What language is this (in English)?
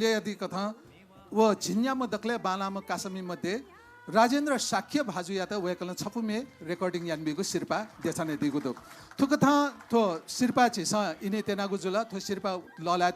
Newari